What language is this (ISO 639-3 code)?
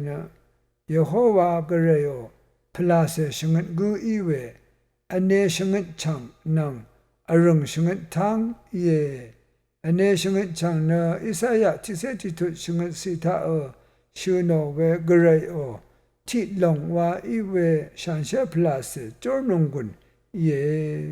raw